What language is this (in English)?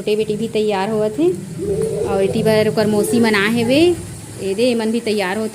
Chhattisgarhi